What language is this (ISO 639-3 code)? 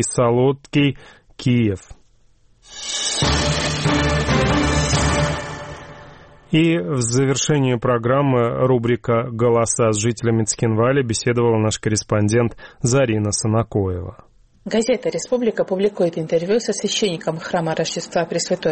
rus